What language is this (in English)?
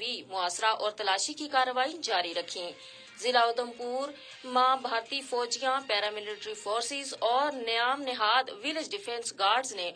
Gujari